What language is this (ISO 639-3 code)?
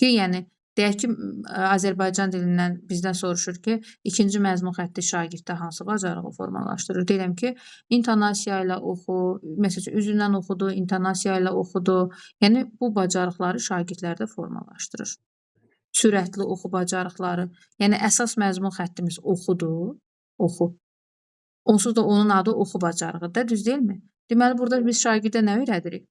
aze